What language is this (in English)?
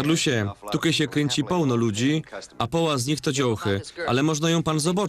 Silesian